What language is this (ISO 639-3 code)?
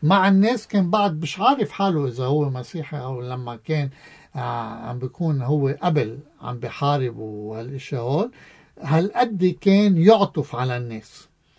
apc